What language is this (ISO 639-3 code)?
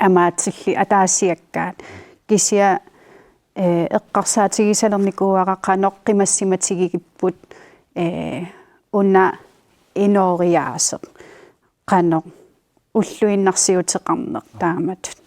kal